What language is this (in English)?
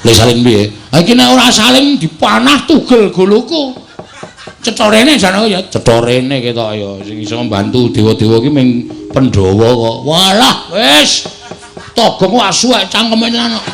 Javanese